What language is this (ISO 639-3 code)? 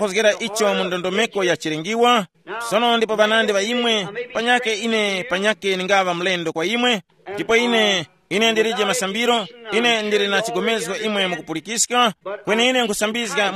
tum